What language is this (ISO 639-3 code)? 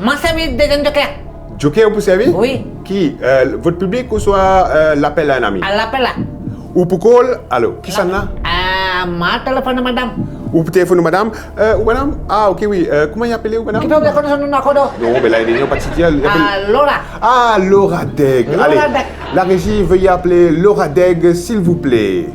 mfe